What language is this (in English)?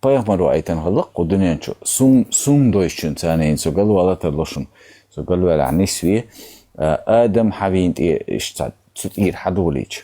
Chechen